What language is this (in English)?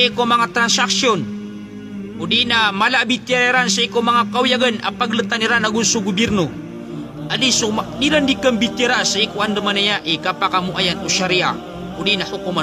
Maranao